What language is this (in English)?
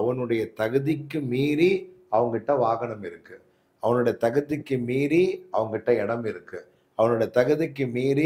Tamil